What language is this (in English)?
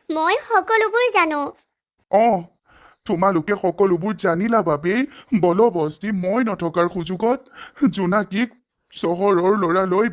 Assamese